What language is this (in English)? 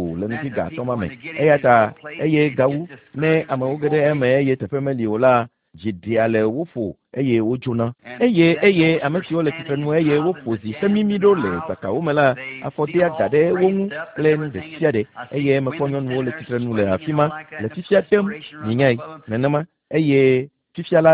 Ewe